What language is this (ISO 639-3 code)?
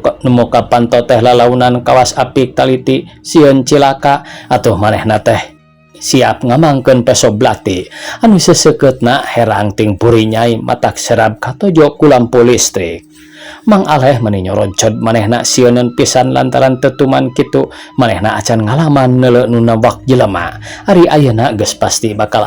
sun